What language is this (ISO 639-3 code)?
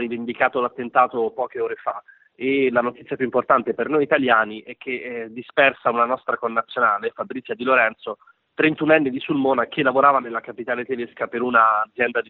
ita